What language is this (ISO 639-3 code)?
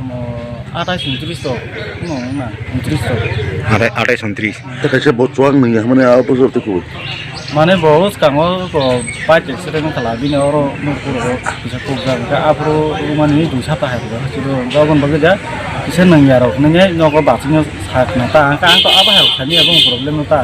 trp